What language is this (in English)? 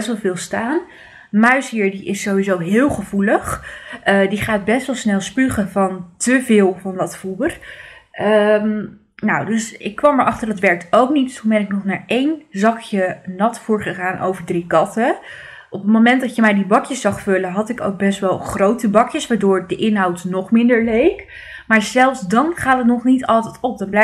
Dutch